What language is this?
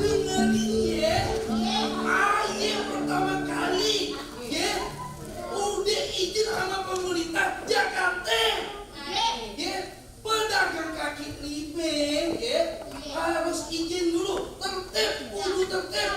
Betawi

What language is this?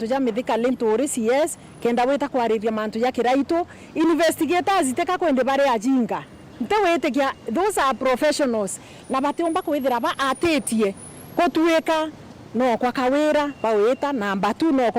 Meru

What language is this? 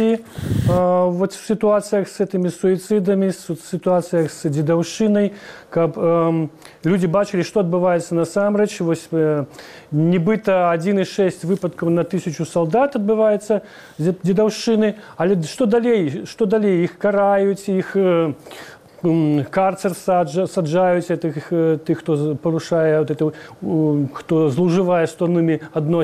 Belarusian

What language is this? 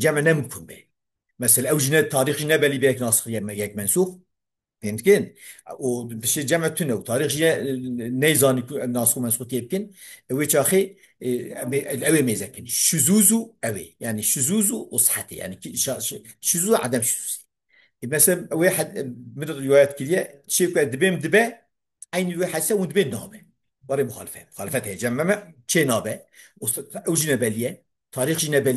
Kurdish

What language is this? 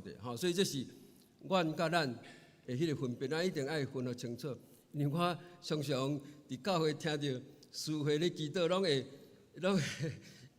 Min Nan Chinese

